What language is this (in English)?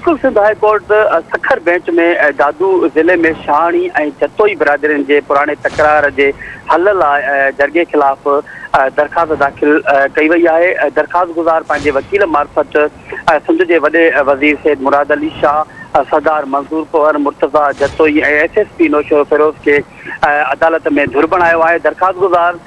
Sindhi